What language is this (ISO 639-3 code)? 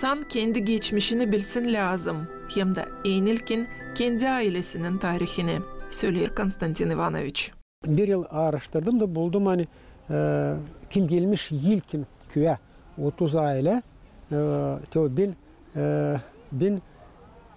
gag